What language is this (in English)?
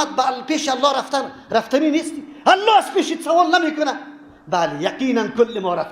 Persian